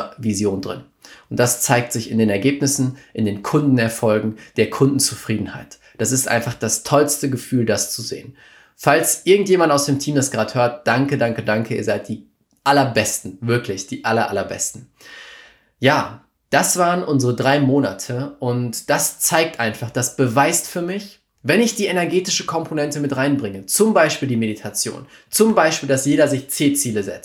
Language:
German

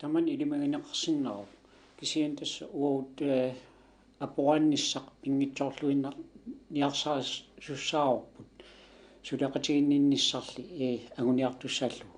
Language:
Kalaallisut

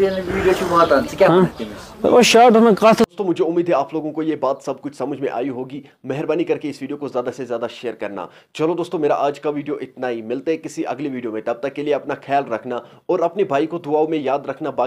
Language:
Kashmiri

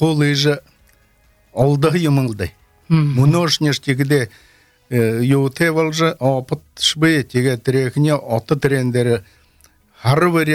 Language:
Belarusian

